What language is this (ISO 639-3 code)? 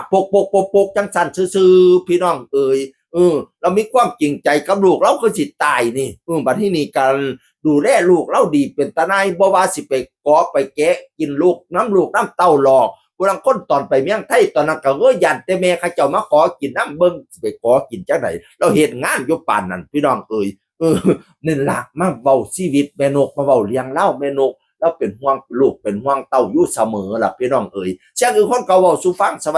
tts